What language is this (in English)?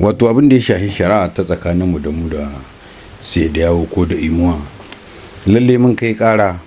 Hausa